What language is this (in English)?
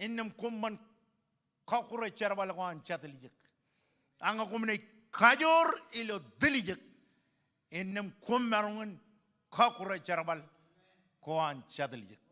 Marshallese